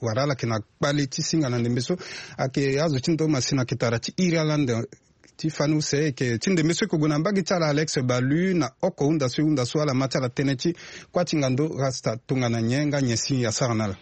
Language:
Sango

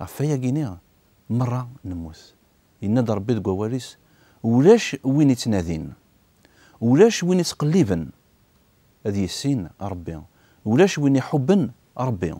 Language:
Kabyle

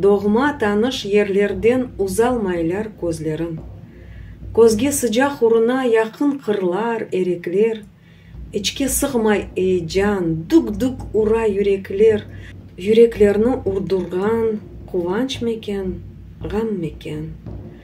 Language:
Crimean Tatar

